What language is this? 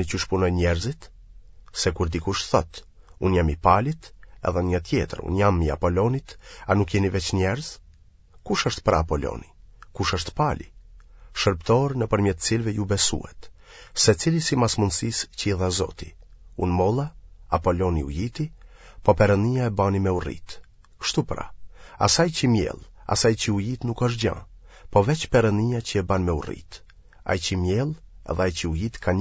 Albanian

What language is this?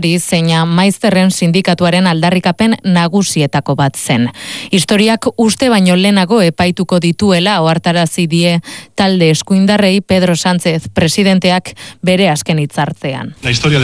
Basque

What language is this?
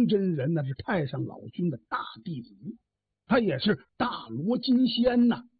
Chinese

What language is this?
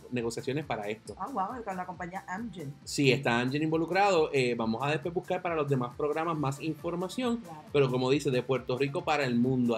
Spanish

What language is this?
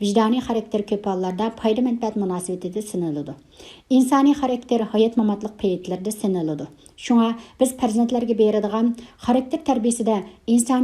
Uyghur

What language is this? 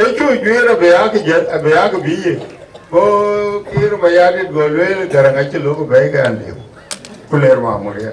Dinka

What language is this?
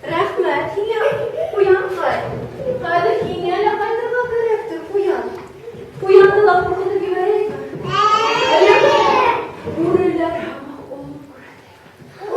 Bashkir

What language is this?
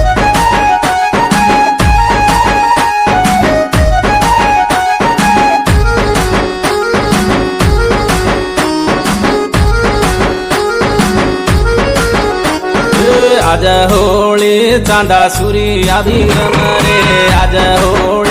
Lambadi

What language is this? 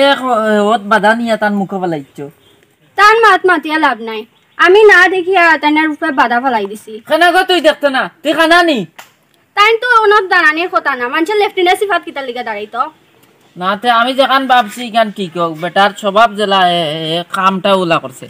Sylheti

